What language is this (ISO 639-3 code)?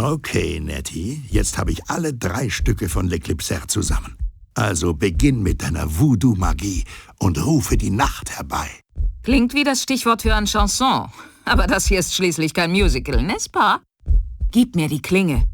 bar